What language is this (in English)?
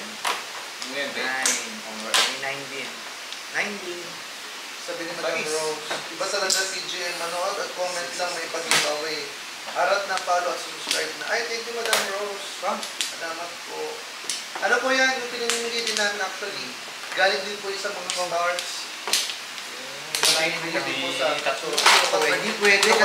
Filipino